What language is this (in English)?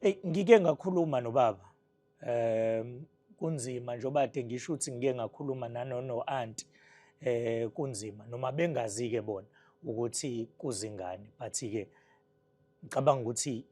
Zulu